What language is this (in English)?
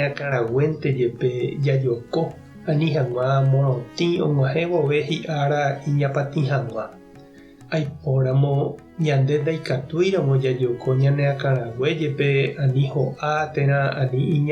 Guarani